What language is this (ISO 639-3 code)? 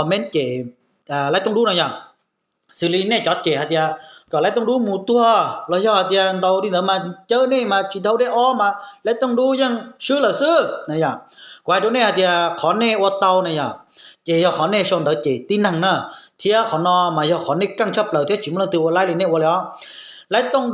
hmn